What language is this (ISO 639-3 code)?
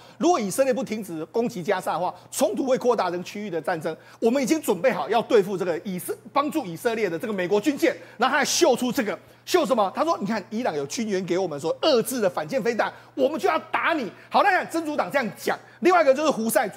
zho